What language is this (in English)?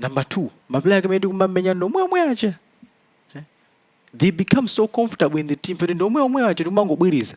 Nyanja